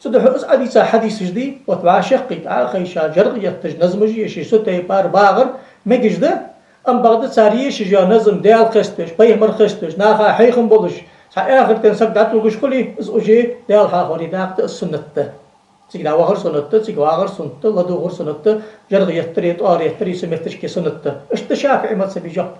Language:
Ingush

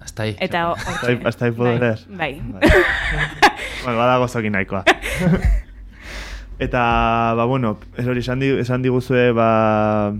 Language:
Basque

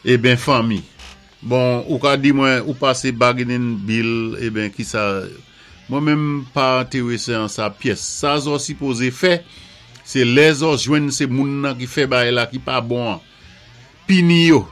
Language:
Saint Lucian Creole French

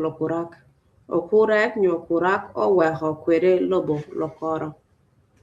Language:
Acoli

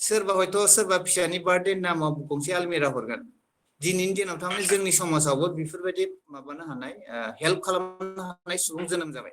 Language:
Bodo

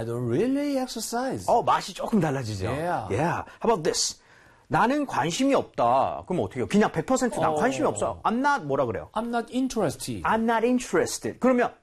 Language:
Korean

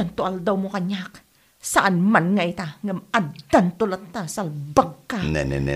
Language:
Iloko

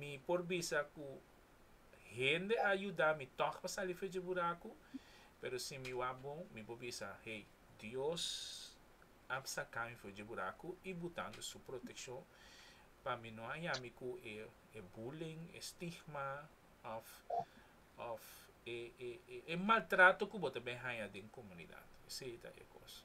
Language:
Papiamento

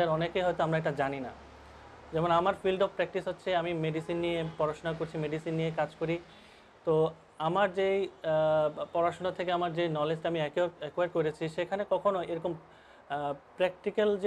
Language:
Bangla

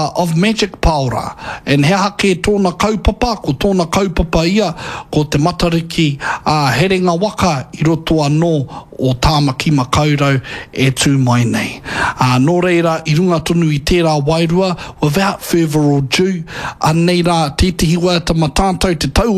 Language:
Māori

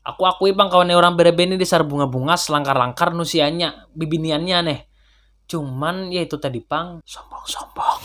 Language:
Banjar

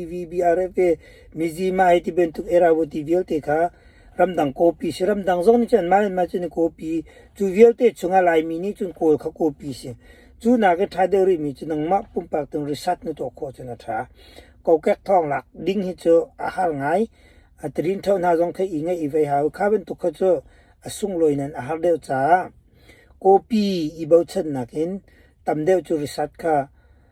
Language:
Hakha Chin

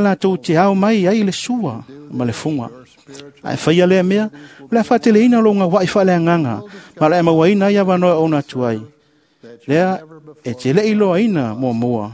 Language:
Samoan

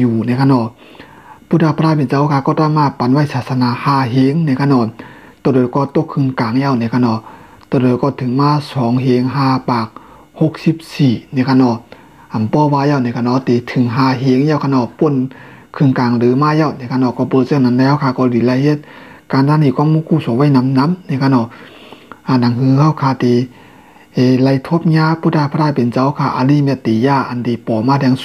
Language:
Shan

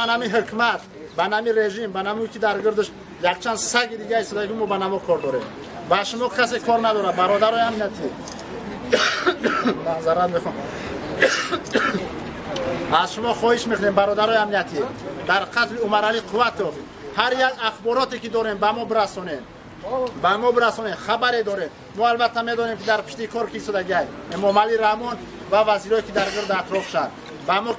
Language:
Tajik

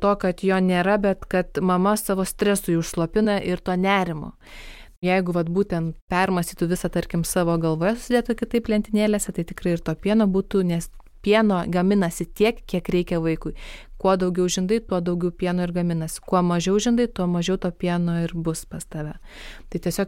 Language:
Lithuanian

